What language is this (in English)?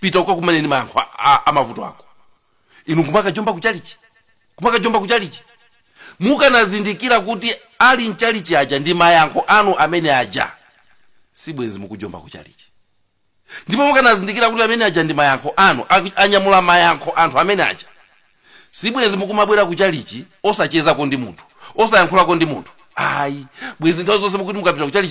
Nyanja